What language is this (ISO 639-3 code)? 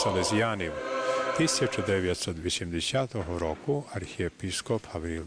rue